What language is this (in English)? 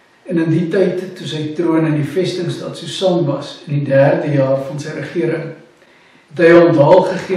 Afrikaans